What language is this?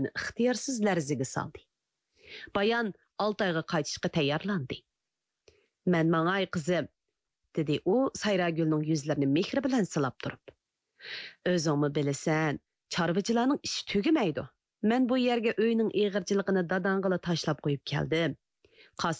Uyghur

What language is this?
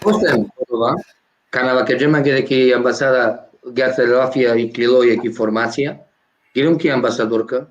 Balkan Romani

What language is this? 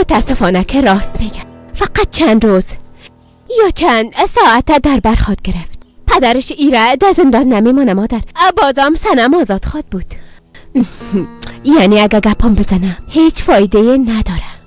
Persian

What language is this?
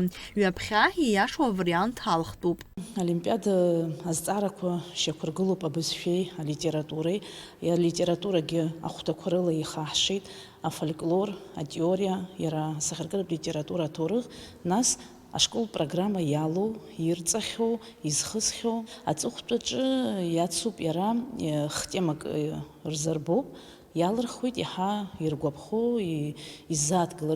Abkhazian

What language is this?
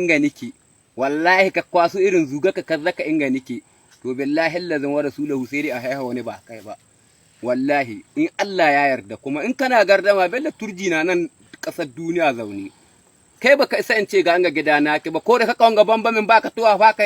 Hausa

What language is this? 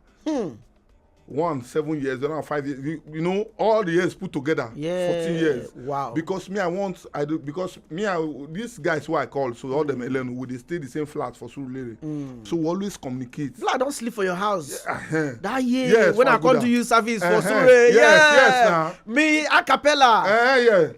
Nigerian Pidgin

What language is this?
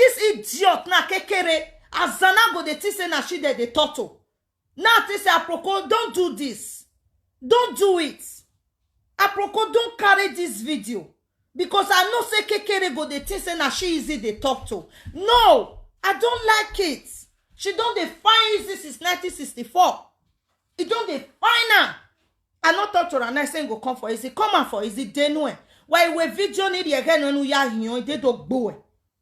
Nigerian Pidgin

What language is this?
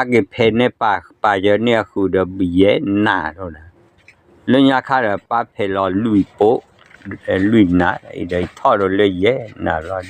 S'gaw Karen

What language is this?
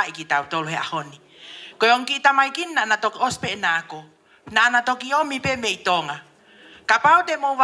Tongan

